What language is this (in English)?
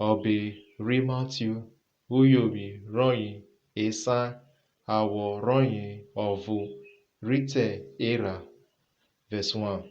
Urhobo